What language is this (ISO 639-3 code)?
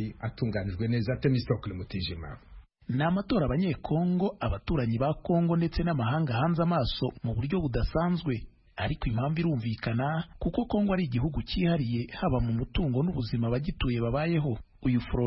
kin